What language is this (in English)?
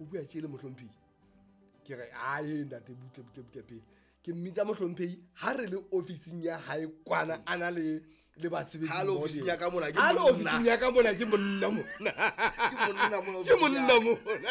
Southern Sotho